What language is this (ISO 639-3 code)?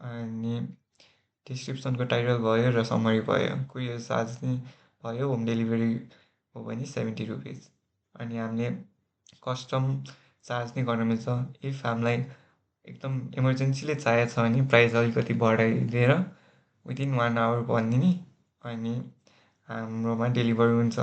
nep